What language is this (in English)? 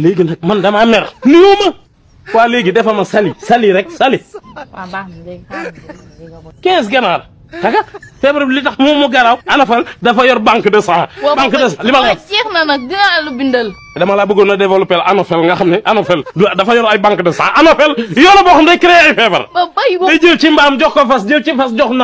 Wolof